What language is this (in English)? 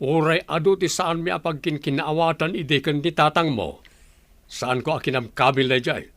Iloko